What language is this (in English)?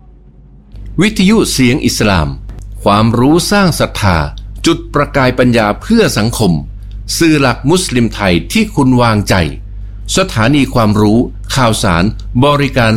Thai